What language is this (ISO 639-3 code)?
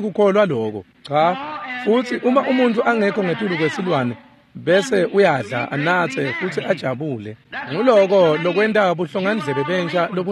ssw